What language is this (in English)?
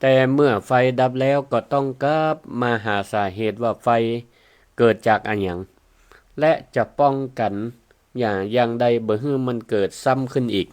Northern Thai